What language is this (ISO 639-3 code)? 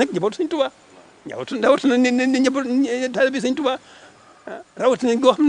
wol